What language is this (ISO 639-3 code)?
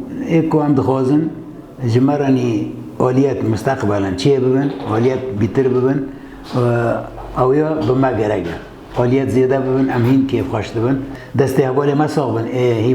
kur